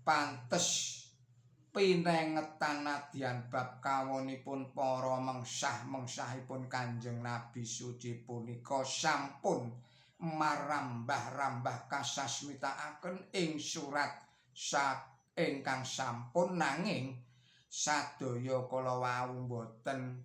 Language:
Javanese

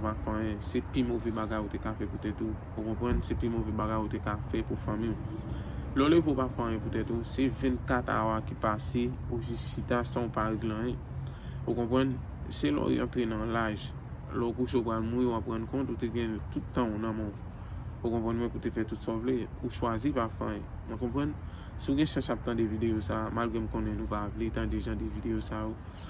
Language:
Haitian Creole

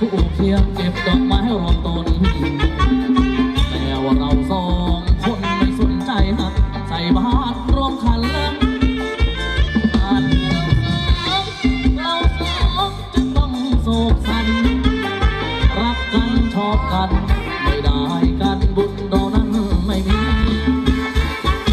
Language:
Thai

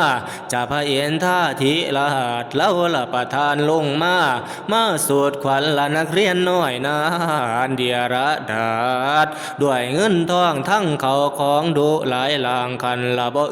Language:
Northeastern Thai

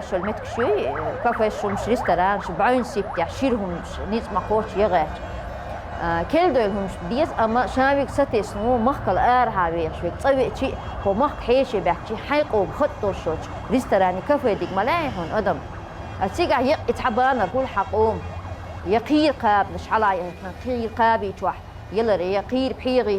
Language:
Chechen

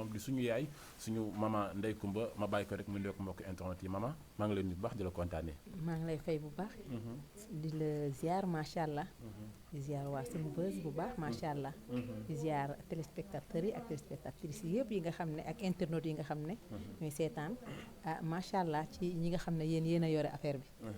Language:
Wolof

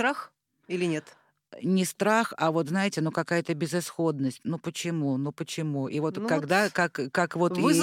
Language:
Russian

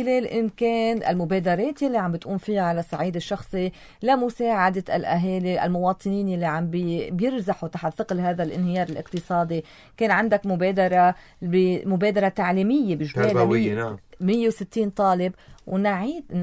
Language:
North Levantine Arabic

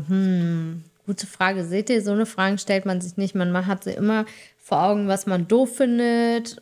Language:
German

